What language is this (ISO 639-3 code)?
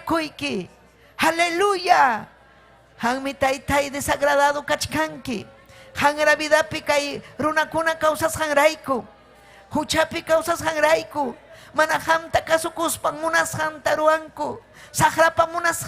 quy